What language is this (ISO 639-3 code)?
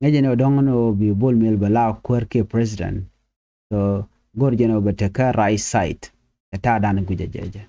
nus